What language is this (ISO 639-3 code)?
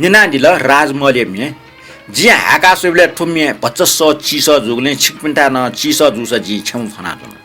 new